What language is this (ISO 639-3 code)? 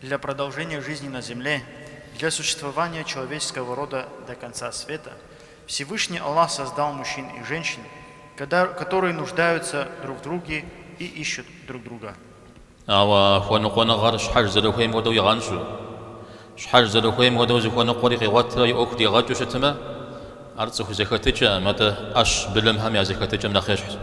kbd